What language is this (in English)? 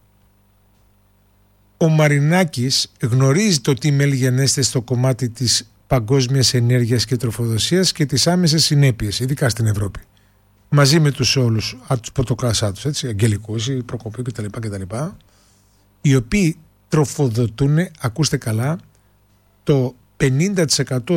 Greek